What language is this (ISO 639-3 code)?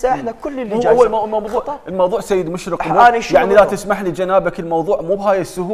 acm